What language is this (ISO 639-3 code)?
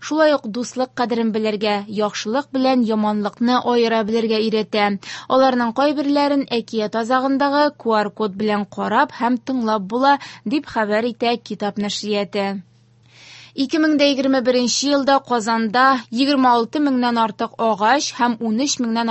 tat